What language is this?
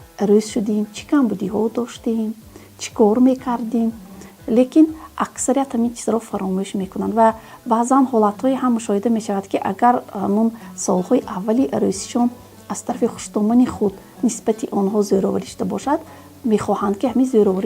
Tajik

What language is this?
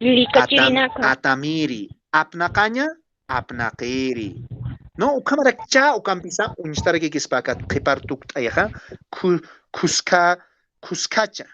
Aymara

